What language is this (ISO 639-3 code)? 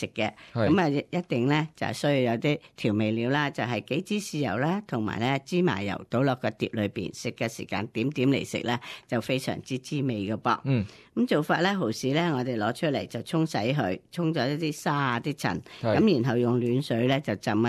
yue